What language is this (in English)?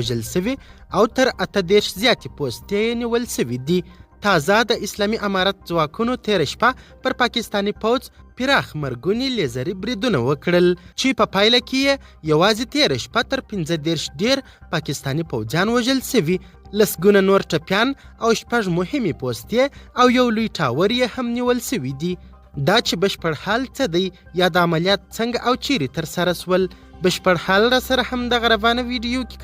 Pashto